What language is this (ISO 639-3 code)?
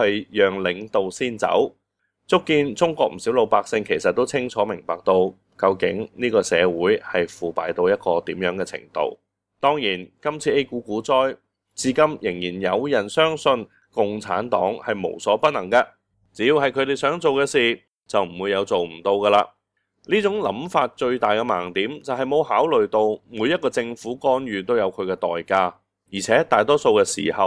yue